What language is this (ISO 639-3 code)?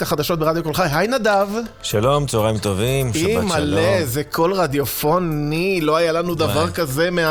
heb